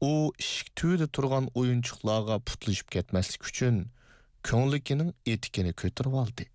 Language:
Uyghur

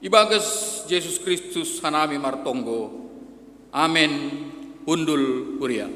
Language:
Batak Simalungun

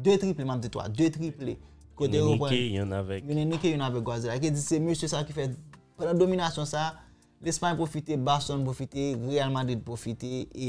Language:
Haitian Creole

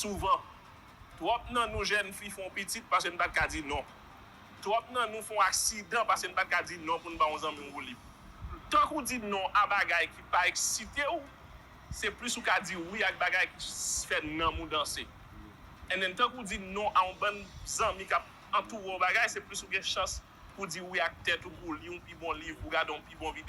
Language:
Haitian Creole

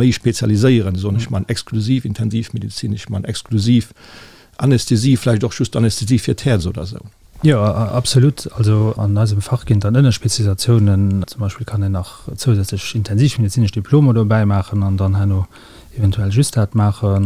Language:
Luxembourgish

